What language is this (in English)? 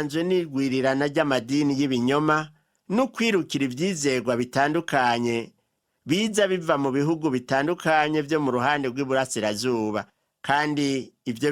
Rundi